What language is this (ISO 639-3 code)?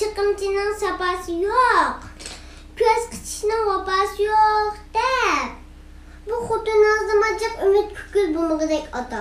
uig